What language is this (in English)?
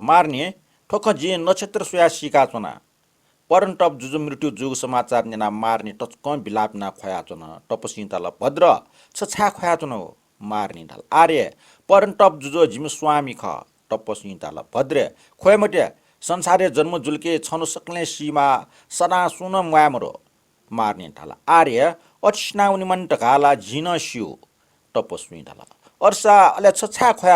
Newari